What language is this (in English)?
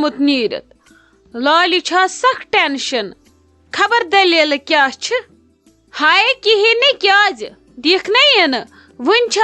Kashmiri